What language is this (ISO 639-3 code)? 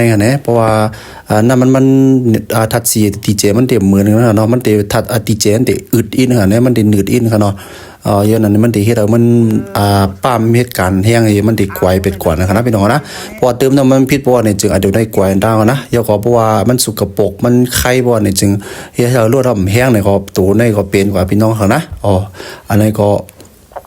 shn